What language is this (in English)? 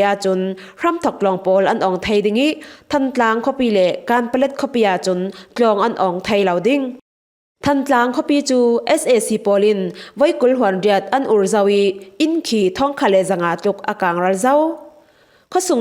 Falam Chin